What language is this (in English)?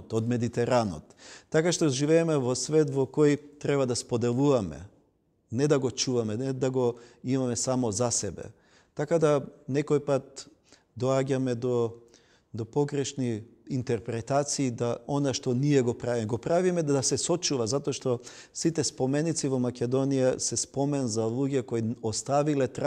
Macedonian